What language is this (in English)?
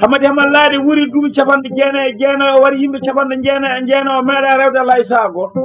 Fula